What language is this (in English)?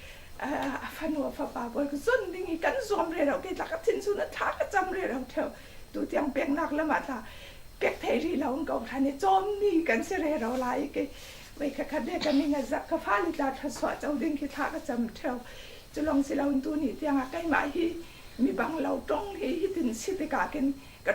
Falam Chin